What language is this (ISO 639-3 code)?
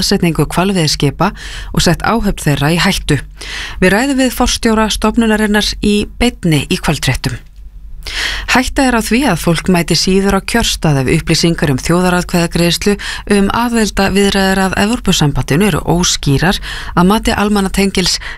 isl